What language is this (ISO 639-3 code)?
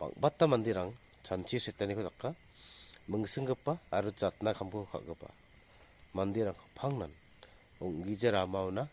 grt